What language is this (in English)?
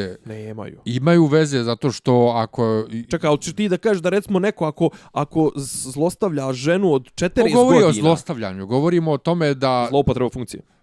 Bosnian